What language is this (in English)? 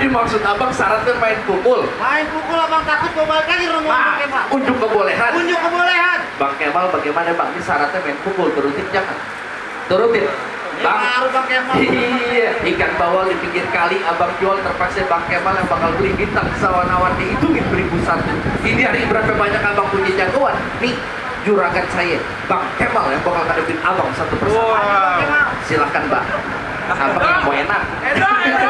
Betawi